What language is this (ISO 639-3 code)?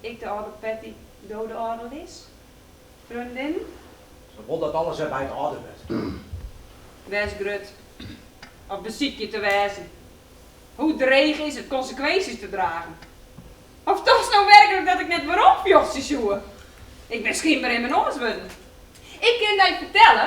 fry